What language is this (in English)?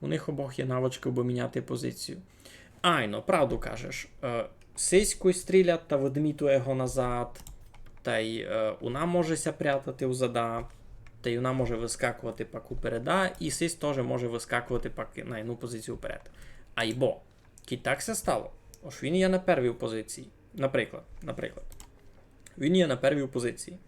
Rusyn